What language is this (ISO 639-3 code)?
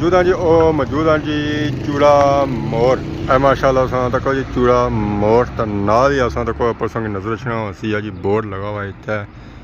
phr